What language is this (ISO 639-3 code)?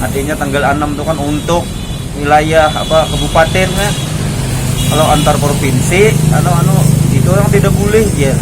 bjn